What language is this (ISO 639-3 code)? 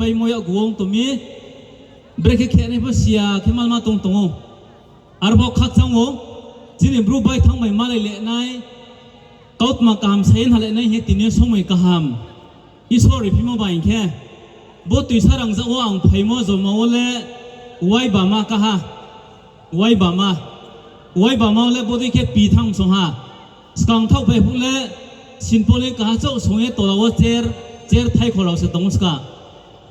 ria